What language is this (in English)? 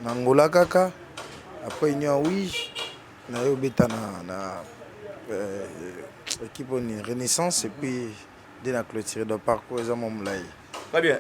Lingala